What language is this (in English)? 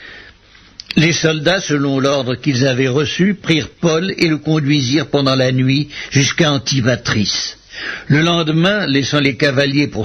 French